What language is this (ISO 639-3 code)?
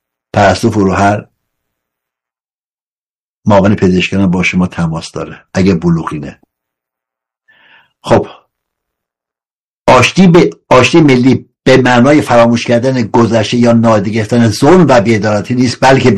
fas